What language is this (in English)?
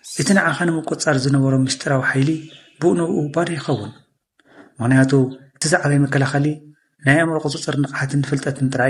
Tigrinya